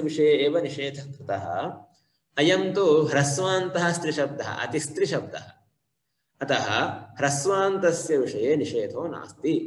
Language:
Sanskrit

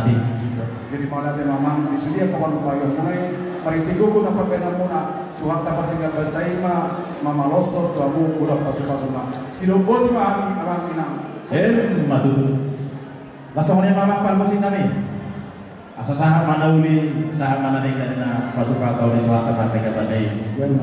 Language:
Batak Toba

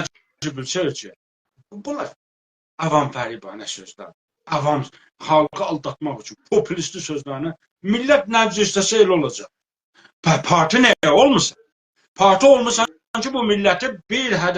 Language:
South Azerbaijani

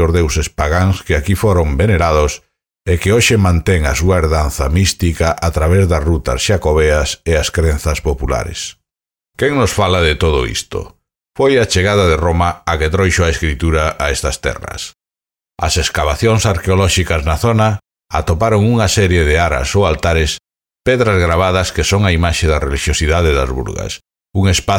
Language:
Galician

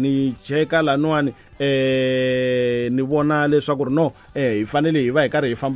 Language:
Tsonga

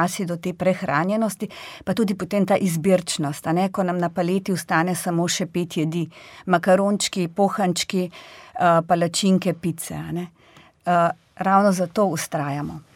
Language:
Slovenian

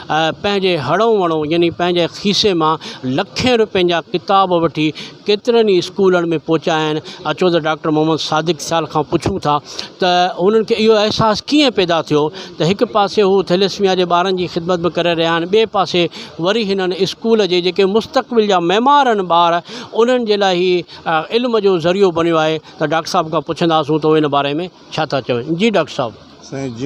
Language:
Sindhi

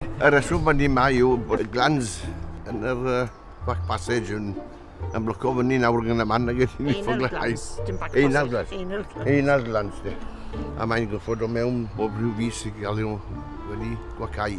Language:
Welsh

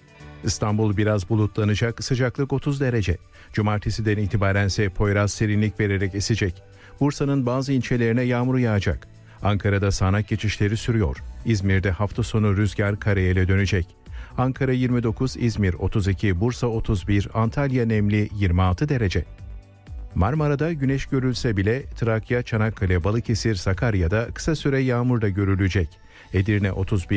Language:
Turkish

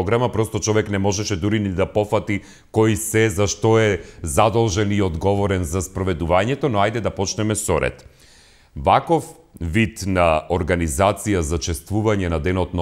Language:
Macedonian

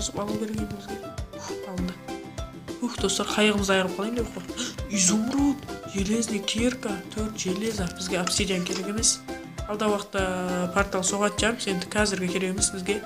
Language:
Kara-Kalpak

